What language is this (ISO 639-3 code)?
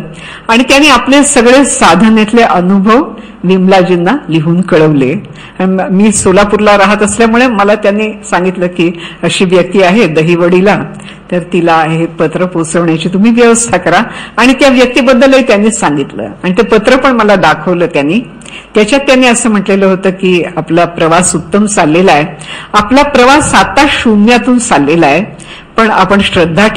mar